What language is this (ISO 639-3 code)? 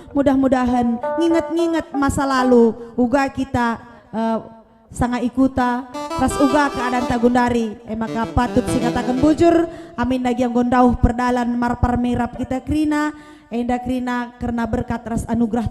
btx